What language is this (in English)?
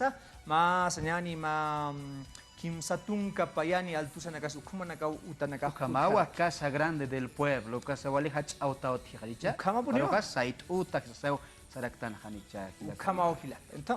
Aymara